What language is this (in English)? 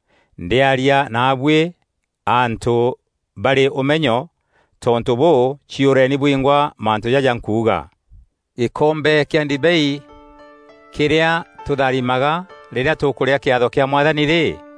Meru